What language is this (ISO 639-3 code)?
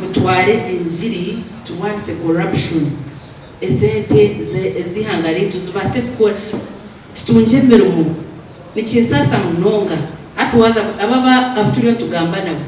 nyn